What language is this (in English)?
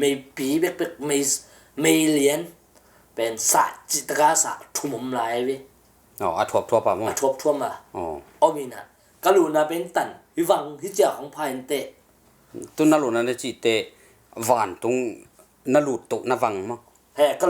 Tedim Chin